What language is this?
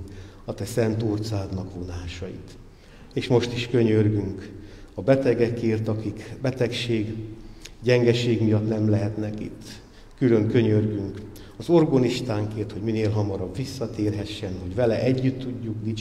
Hungarian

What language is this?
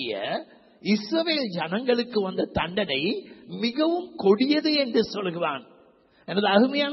Tamil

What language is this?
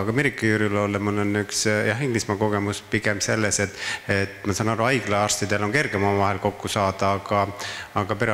Estonian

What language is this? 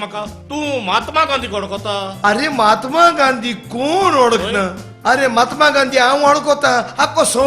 Konkani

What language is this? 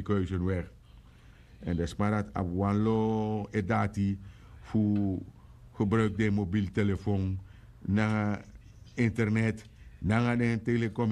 Sranan Tongo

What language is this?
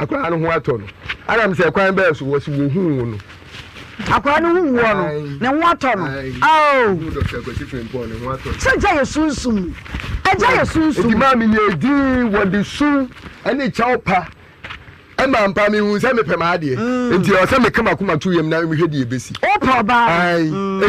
Akan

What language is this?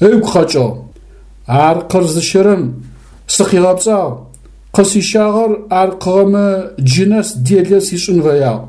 Adyghe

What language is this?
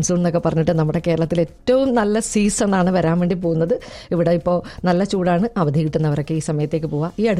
Malayalam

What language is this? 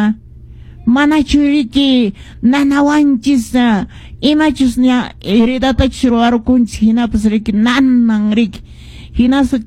Quechua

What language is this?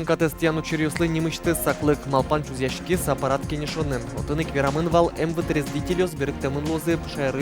Udmurt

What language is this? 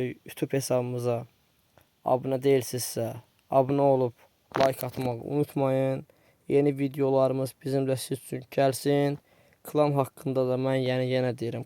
Azerbaijani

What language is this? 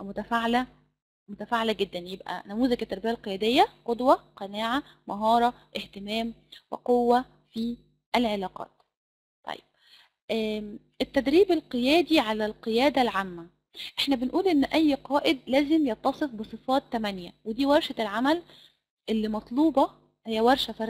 Egyptian Arabic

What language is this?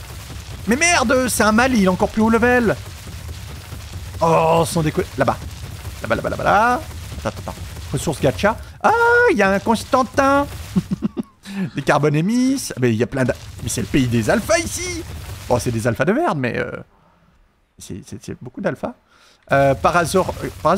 French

